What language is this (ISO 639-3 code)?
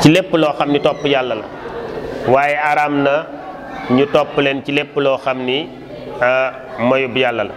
wol